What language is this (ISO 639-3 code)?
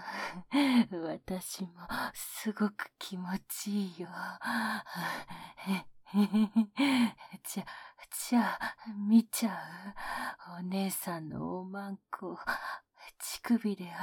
jpn